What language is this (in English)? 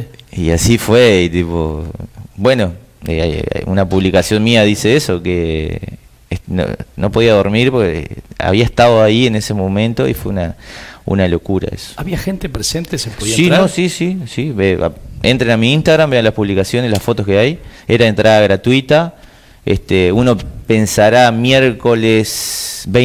Spanish